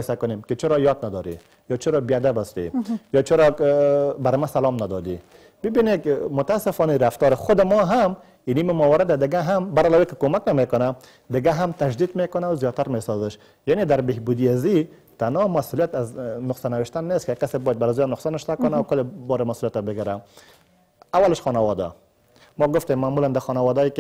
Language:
Persian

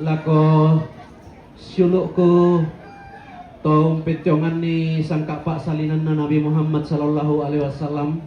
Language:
Toraja-Sa'dan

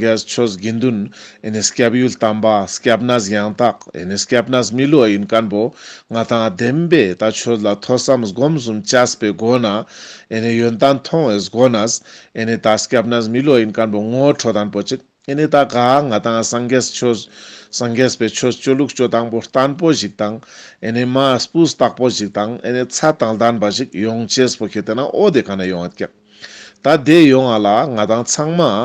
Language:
Ladakhi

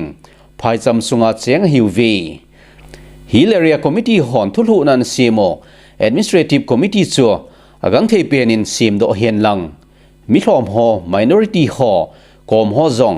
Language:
Thado Chin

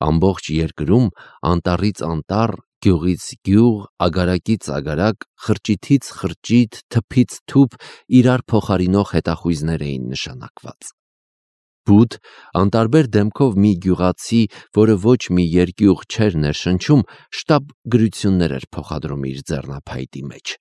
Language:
Armenian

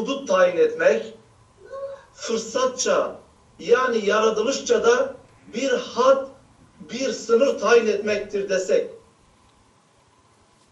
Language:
Turkish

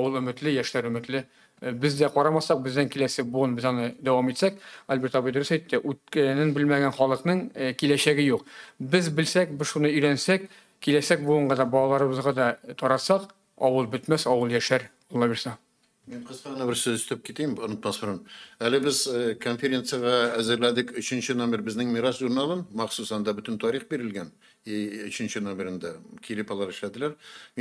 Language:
Tatar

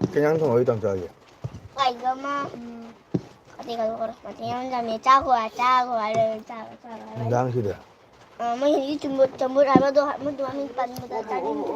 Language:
Manipuri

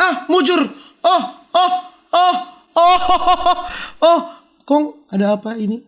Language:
Manado Malay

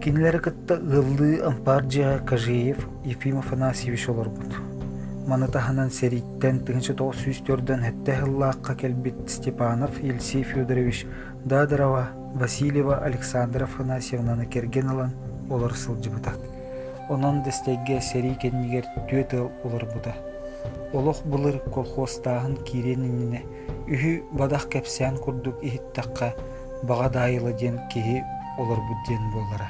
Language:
Yakut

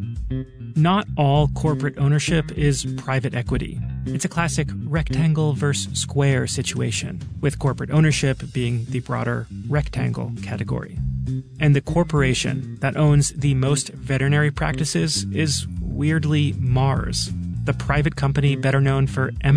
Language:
English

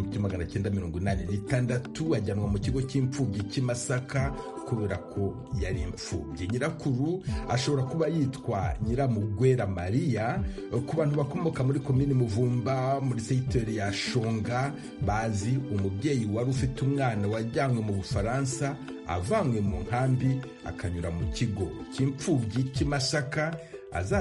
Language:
Kinyarwanda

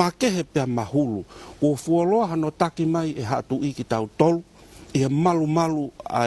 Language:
Tongan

